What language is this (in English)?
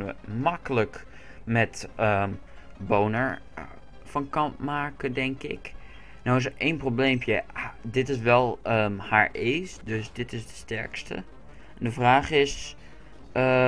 Dutch